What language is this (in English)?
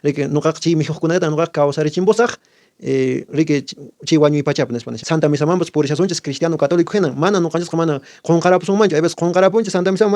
Quechua